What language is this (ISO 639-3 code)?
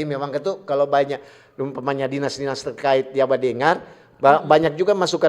xmm